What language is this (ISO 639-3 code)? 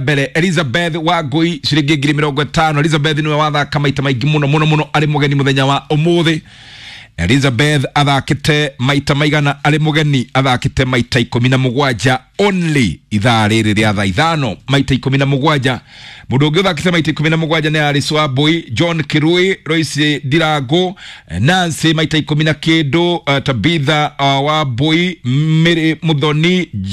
kik